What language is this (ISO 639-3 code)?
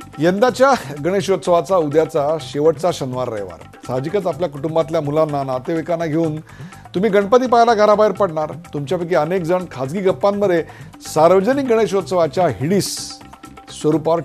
mar